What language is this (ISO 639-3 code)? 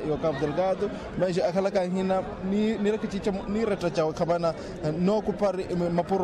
vmw